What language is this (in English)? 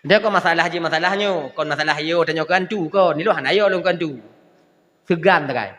Achinese